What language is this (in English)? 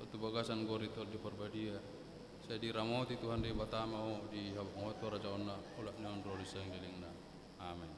Batak Toba